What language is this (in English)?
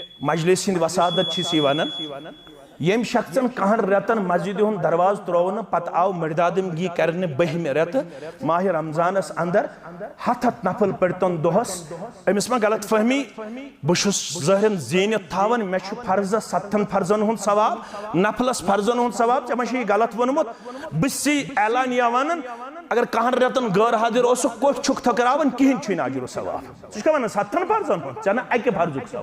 Kashmiri